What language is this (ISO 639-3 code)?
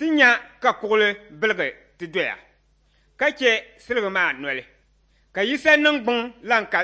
dag